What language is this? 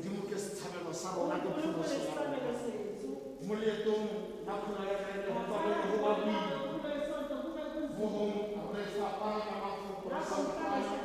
Tswana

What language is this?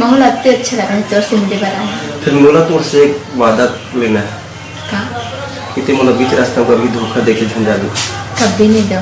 Chhattisgarhi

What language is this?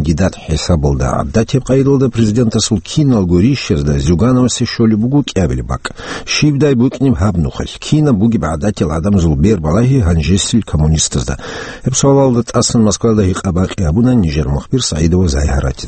Avaric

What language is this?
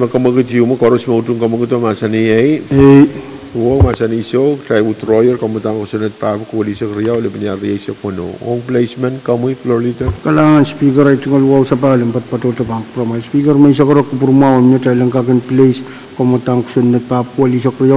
Pohnpeian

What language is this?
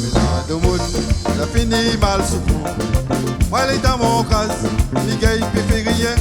Réunion Creole French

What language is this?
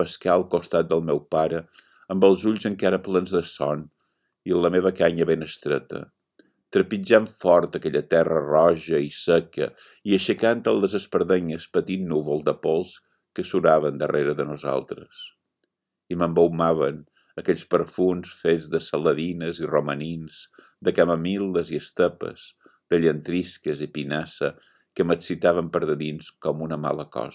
Catalan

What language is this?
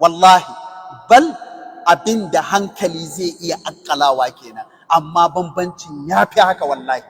Hausa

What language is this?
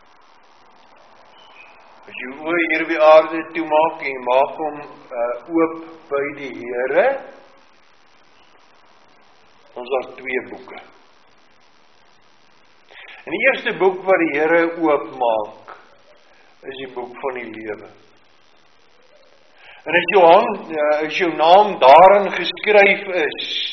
Afrikaans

